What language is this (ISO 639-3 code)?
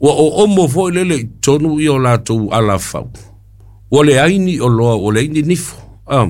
smo